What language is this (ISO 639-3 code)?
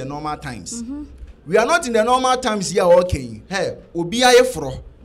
aka